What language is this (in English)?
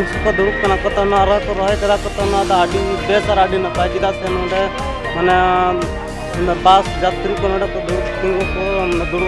Santali